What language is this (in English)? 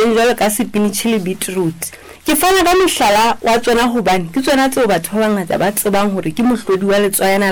Southern Sotho